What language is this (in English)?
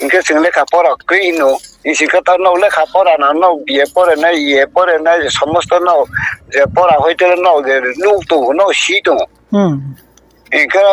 Riang (India)